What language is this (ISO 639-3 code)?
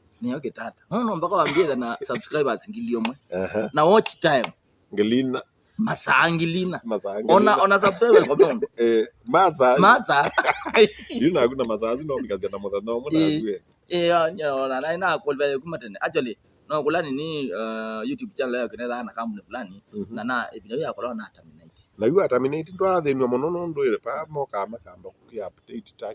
kam